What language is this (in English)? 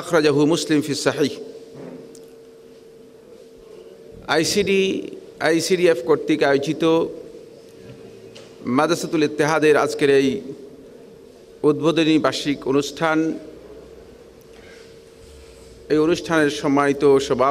Bangla